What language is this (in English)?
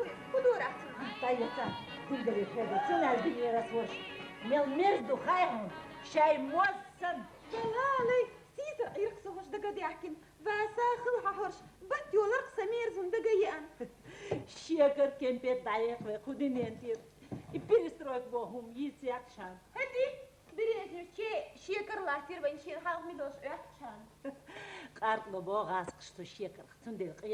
Chechen